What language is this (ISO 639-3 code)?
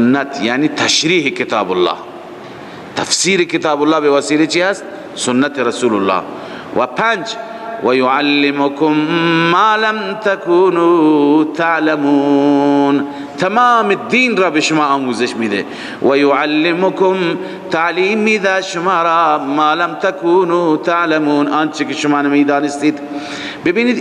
fas